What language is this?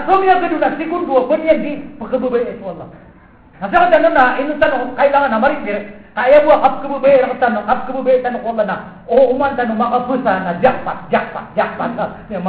Maranao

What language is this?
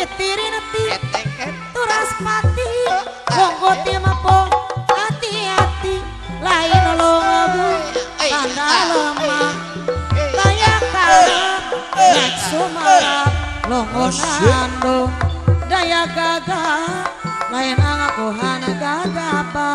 Sundanese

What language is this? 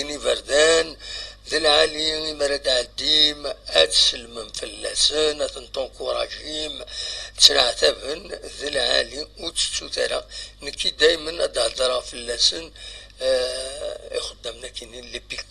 Kabyle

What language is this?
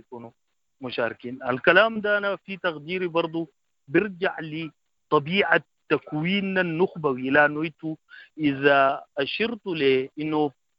Sudanese Arabic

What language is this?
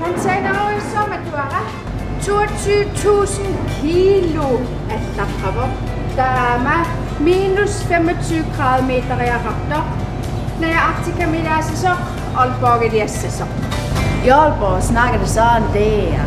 Kalaallisut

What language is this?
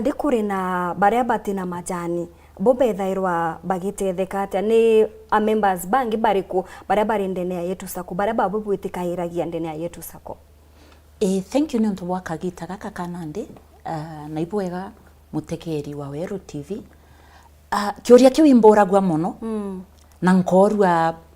Meru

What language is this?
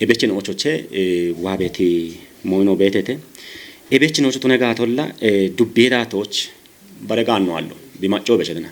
Kafa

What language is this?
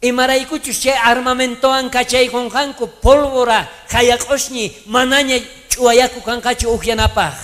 South Bolivian Quechua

